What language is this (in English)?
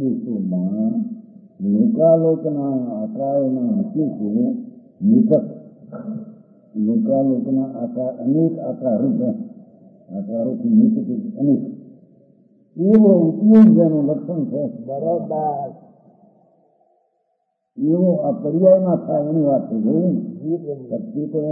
Gujarati